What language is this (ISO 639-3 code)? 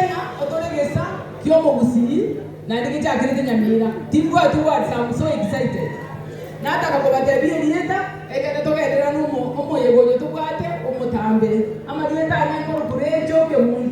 guz